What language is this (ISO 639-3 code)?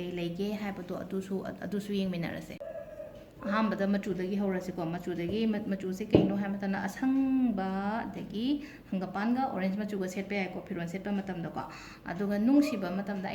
mni